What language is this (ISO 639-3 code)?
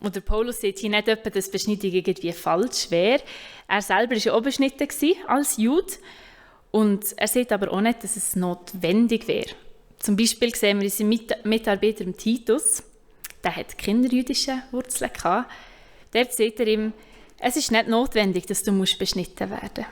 gsw